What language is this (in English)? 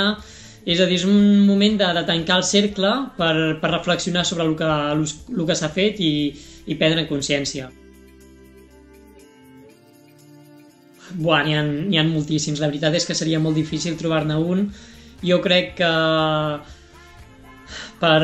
Catalan